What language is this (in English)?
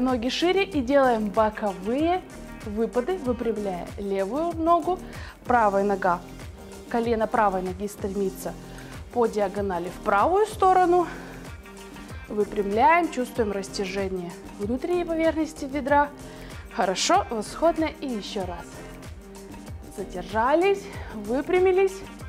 Russian